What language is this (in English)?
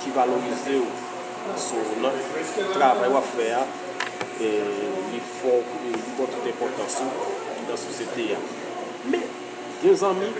Haitian Creole